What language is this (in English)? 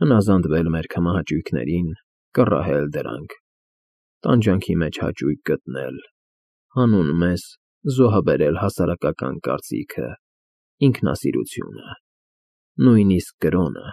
Armenian